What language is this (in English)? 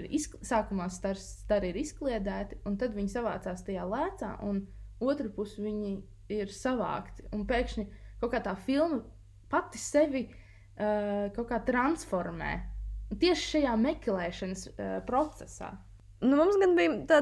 Latvian